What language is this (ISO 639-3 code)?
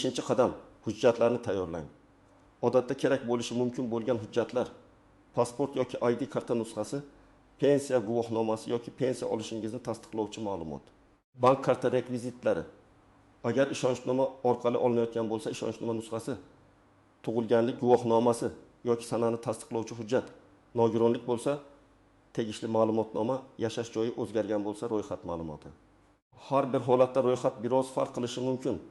uzb